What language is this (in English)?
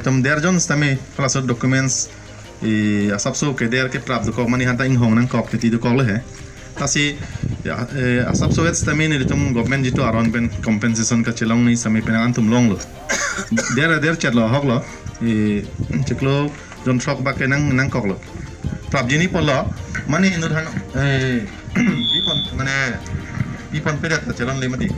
Karbi